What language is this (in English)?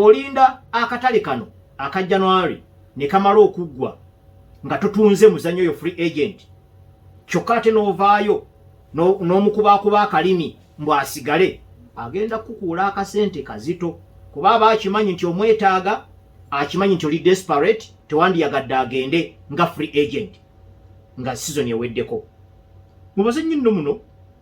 Ganda